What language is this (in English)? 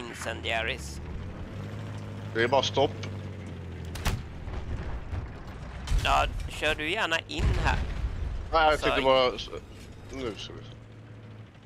Swedish